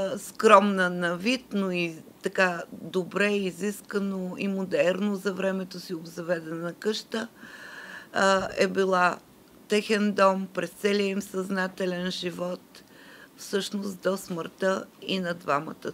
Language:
Bulgarian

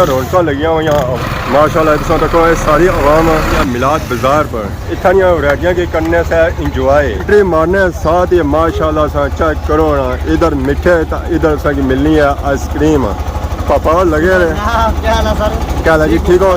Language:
Pahari-Potwari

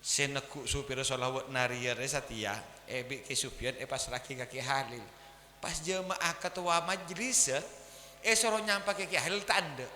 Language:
Madurese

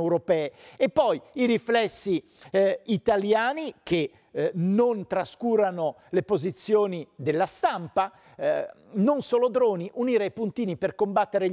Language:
Italian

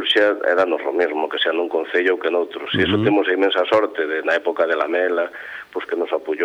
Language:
Galician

